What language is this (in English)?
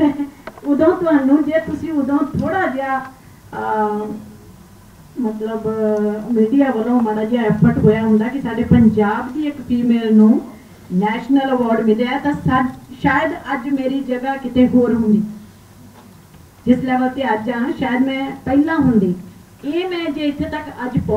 Punjabi